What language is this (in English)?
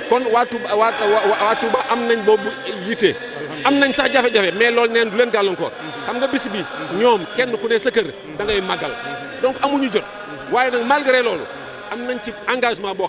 Wolof